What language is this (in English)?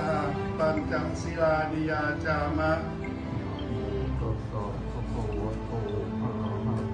Pali